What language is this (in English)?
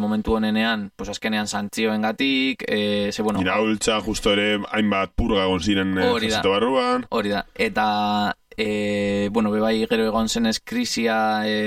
Basque